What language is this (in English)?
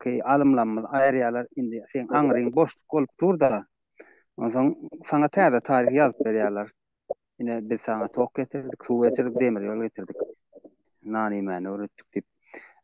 Turkmen